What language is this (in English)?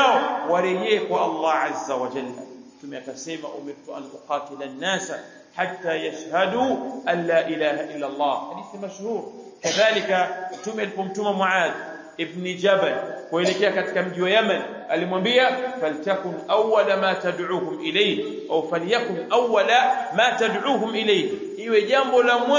Swahili